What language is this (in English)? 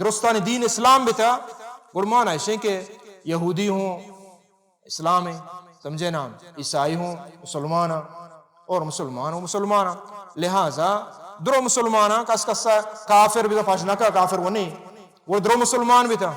Baluchi